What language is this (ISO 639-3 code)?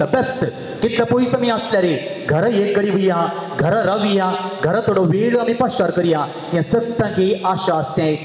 kok